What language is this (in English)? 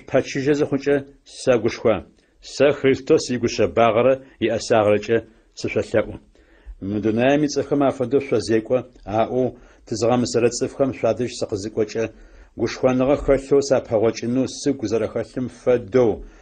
Adyghe